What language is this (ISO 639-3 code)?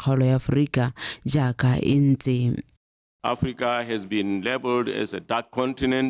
tsn